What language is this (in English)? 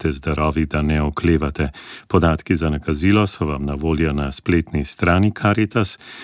Slovenian